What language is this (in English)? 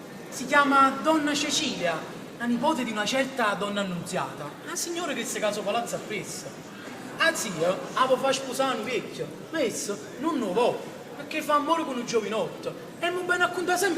Neapolitan